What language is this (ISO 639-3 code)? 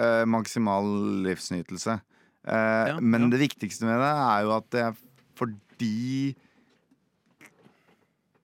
nor